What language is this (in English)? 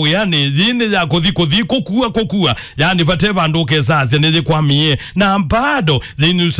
Kamba